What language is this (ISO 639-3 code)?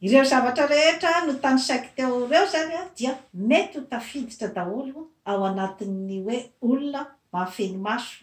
mlg